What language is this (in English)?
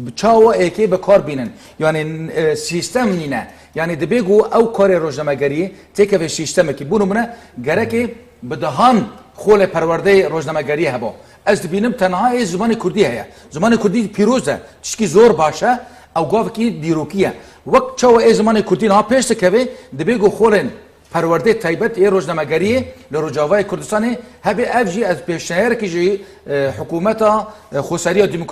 Kurdish